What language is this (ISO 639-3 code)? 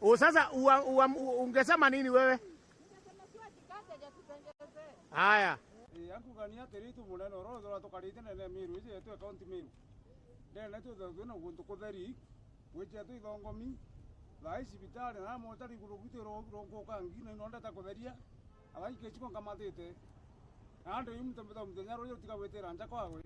mer